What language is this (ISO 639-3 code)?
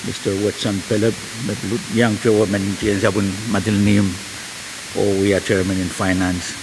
pon